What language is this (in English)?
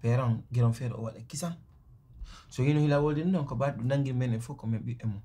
Pular